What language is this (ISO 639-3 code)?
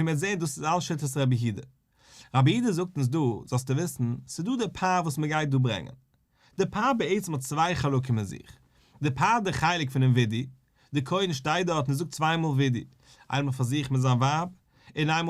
yid